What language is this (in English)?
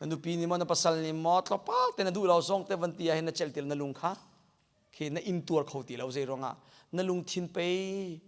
Hakha Chin